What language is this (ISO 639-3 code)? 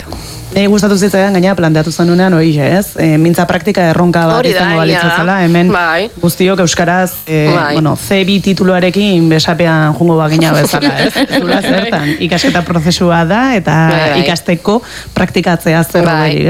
eus